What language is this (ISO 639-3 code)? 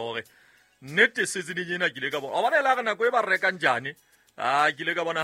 sot